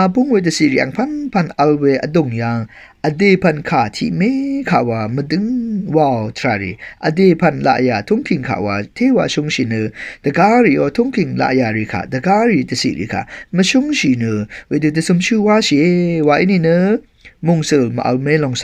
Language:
Rawang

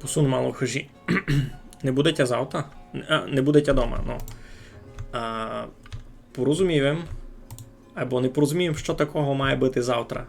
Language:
Rusyn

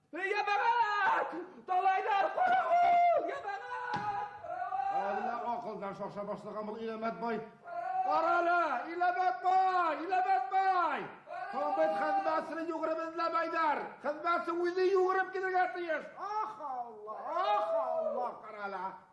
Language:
Bashkir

